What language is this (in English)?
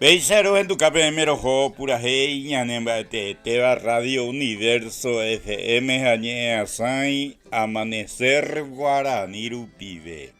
Guarani